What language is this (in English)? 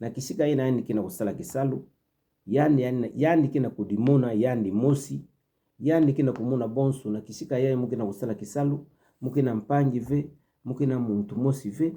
Kituba (Democratic Republic of Congo)